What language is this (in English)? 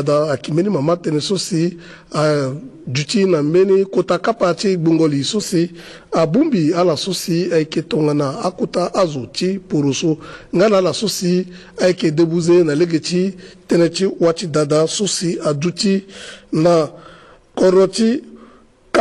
Sango